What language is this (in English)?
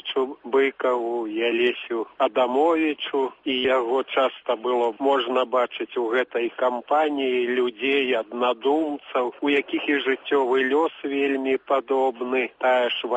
Belarusian